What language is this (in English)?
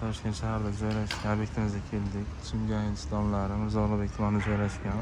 Uzbek